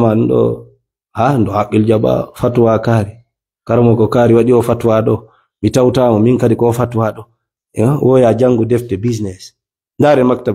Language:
Fula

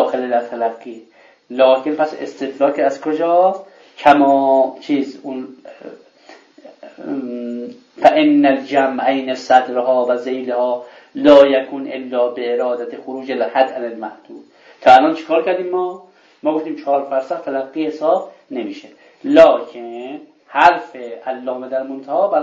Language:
Persian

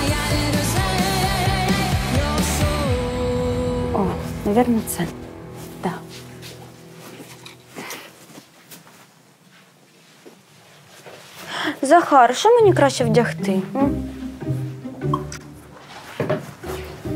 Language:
Ukrainian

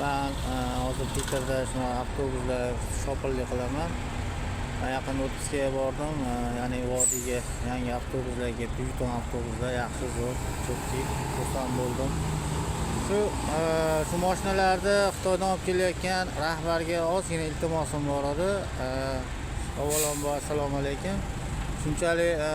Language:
Uzbek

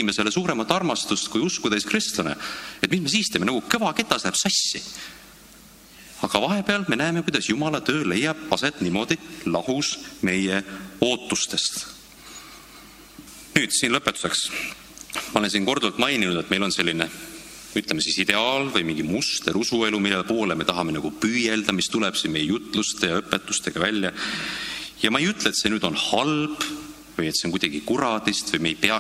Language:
Estonian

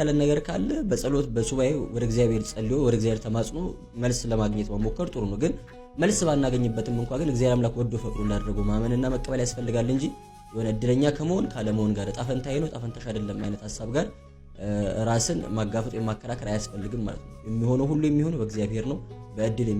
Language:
Amharic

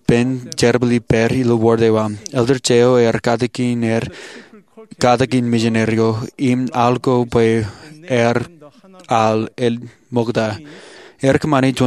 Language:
Marshallese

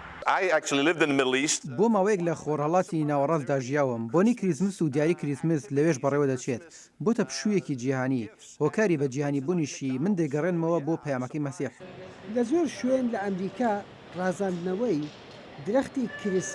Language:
Central Kurdish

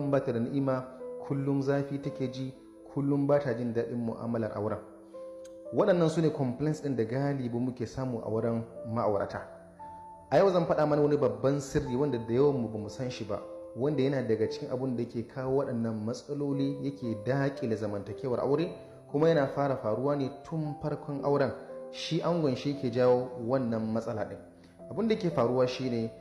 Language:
Hausa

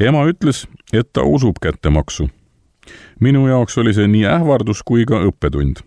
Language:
Estonian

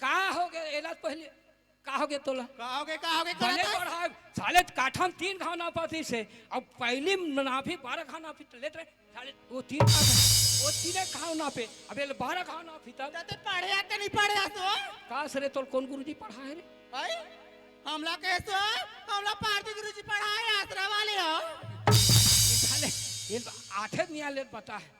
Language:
Chhattisgarhi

